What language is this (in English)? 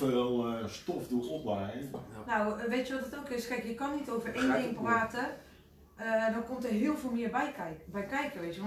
Dutch